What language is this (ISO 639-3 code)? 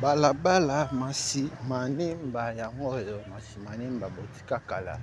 lin